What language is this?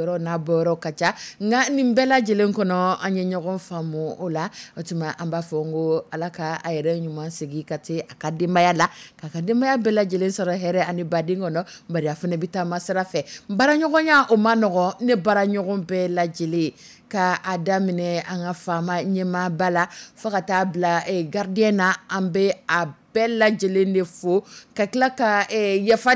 Dyula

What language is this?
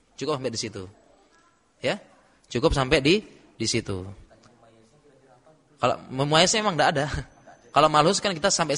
Indonesian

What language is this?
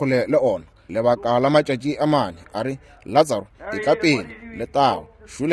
Northern Sotho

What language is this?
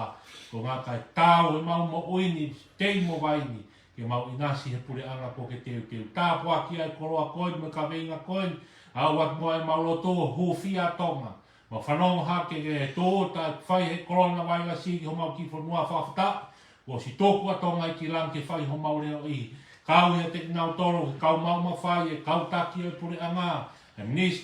Tongan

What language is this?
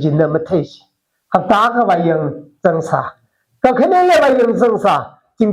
Tangkhul Naga (India)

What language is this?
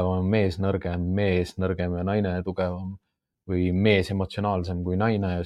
Estonian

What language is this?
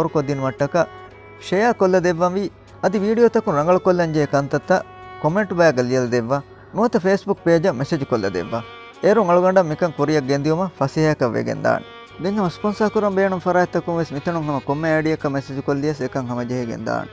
Divehi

